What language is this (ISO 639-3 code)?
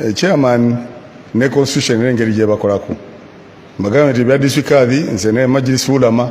lug